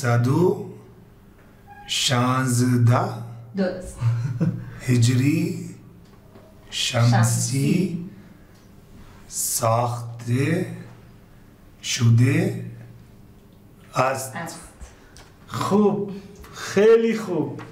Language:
Persian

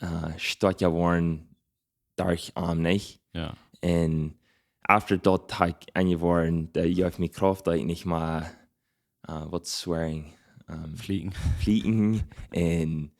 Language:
Plautdietsch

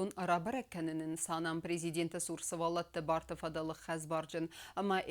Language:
Ossetic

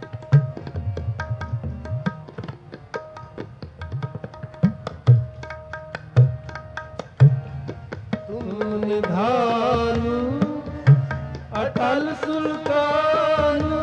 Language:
Punjabi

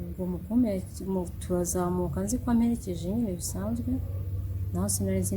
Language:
Kinyarwanda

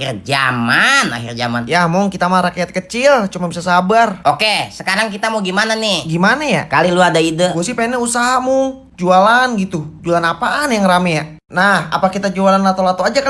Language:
Betawi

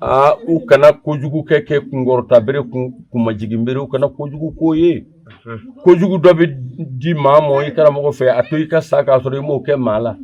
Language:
Bambara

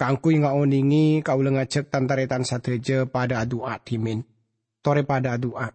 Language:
Madurese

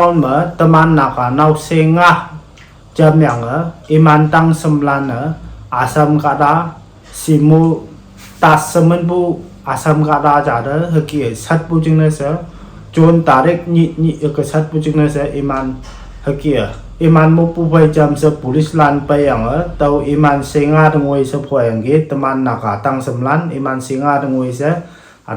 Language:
Konyak Naga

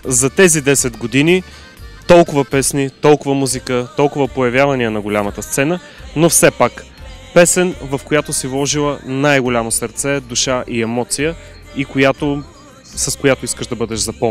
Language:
Bulgarian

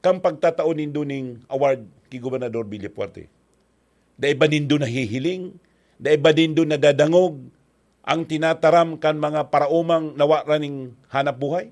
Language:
Bikol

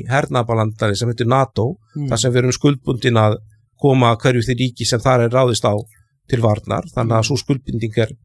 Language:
Icelandic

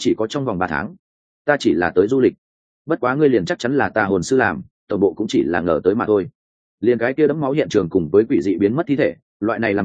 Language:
Vietnamese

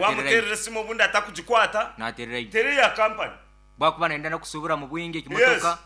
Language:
Nyankole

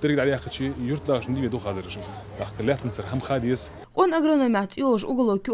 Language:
Ingush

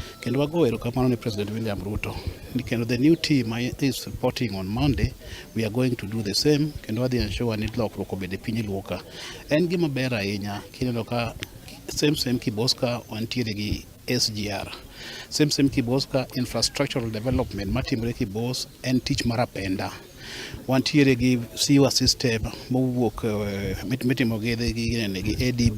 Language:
Luo (Kenya and Tanzania)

